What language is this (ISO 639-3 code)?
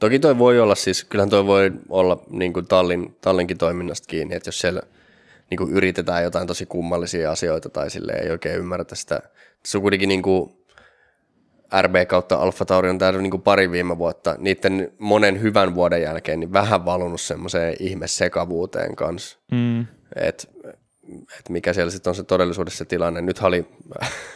fin